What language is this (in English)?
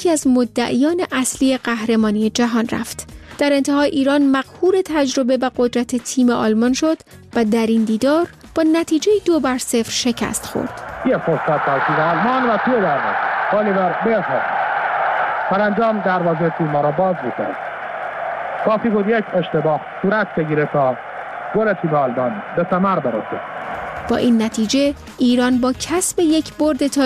Persian